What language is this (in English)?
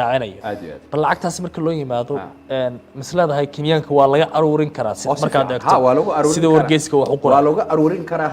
Somali